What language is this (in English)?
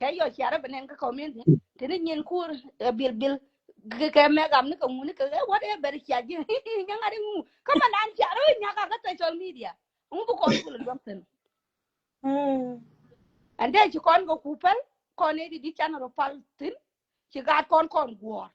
Nuer